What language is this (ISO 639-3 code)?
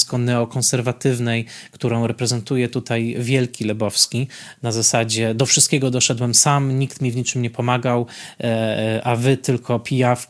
pol